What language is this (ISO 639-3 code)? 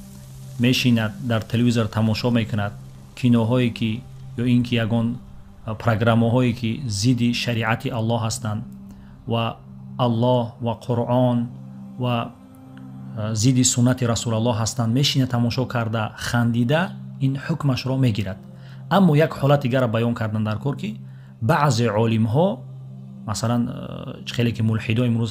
tgk